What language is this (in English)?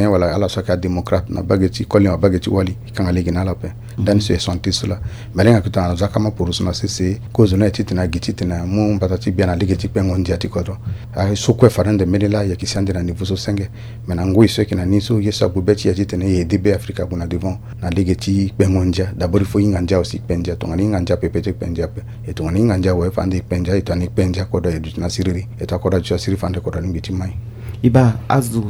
Sango